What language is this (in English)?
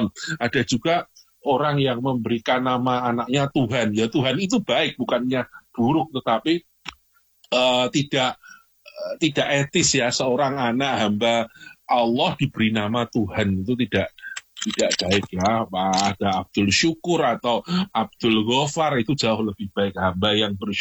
Indonesian